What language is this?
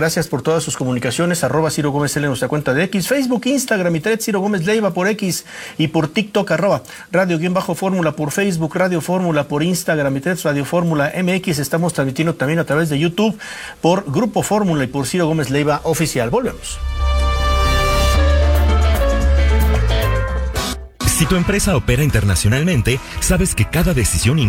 Spanish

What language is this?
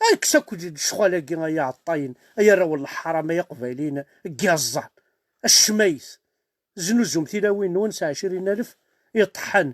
Kabyle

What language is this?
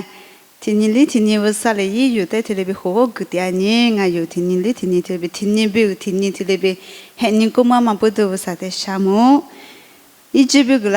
Lisu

